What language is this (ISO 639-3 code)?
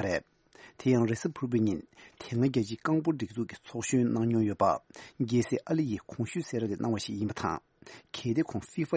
bod